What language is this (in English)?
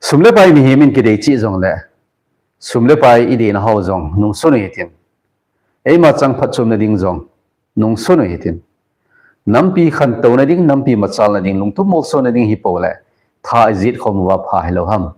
Thado Chin